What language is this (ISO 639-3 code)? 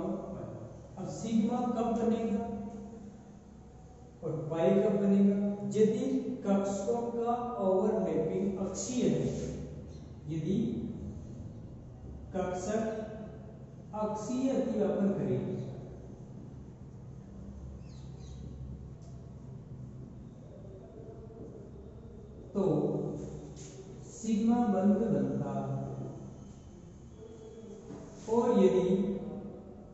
hin